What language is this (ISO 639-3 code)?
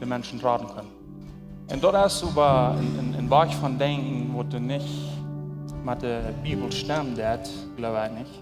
pdt